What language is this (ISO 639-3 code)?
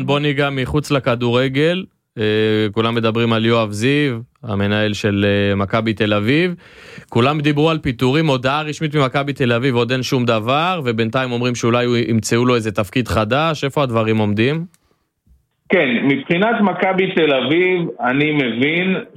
heb